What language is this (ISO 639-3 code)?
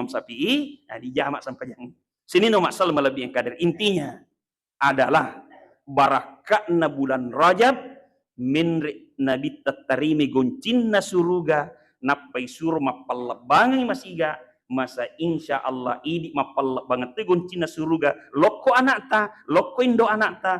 bug